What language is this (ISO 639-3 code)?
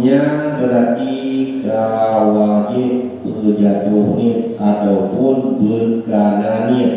ace